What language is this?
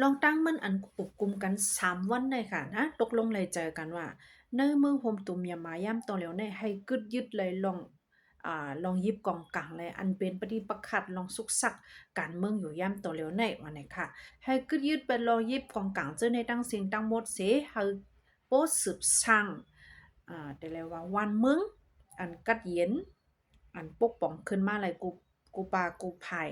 Shan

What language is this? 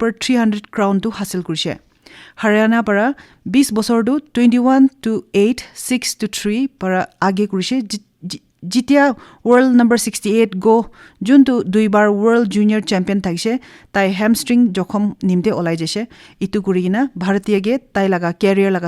Naga Pidgin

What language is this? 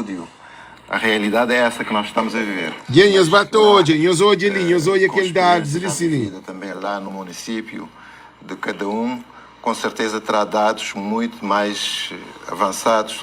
Kabuverdianu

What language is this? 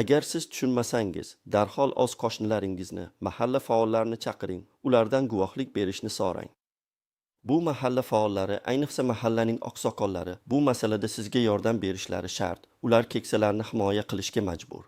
Uzbek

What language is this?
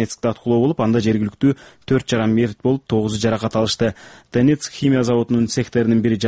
Kyrgyz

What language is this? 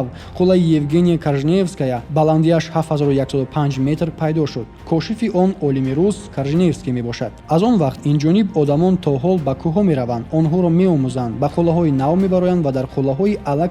Tajik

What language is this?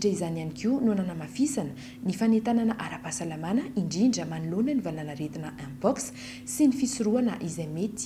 Malagasy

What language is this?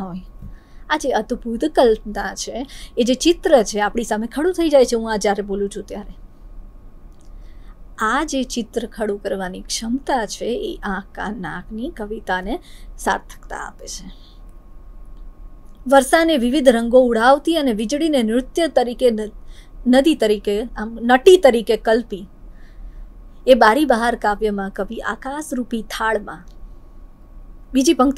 Gujarati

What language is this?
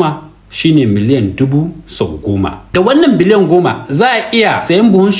Hausa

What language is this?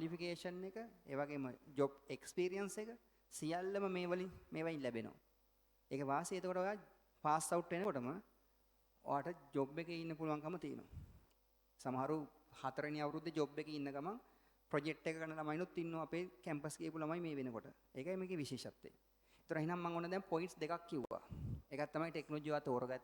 Sinhala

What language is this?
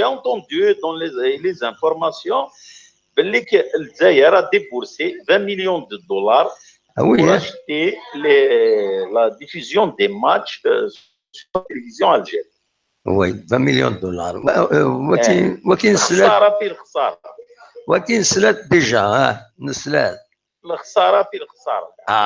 Kabyle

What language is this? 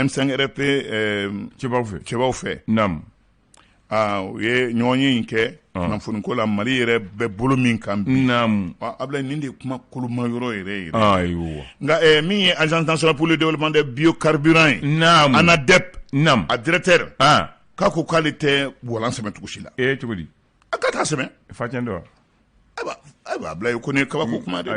Bambara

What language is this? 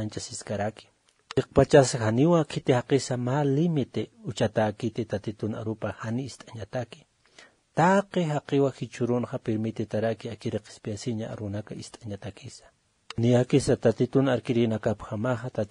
Aymara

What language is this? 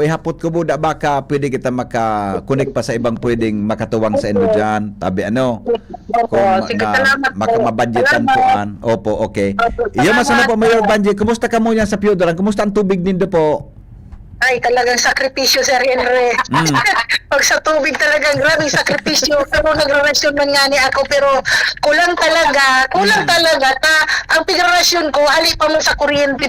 Bikol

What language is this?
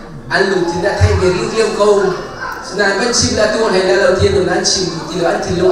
Hakha Chin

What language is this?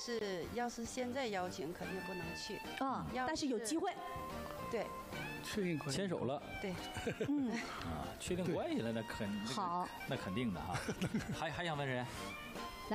Chinese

